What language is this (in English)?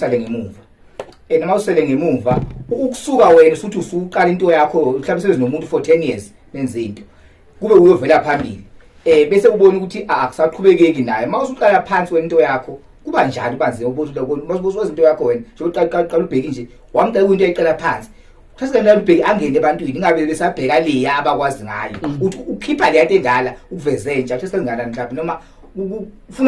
Zulu